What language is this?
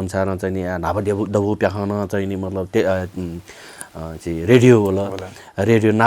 Newari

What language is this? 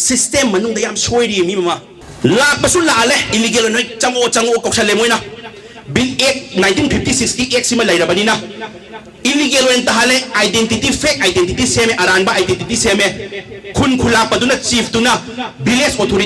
Manipuri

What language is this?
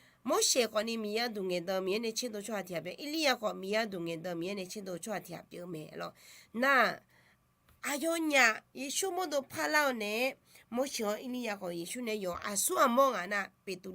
Akha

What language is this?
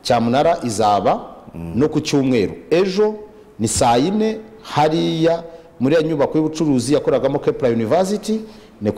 Kinyarwanda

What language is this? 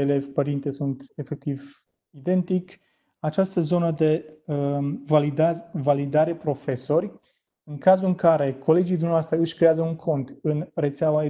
Romanian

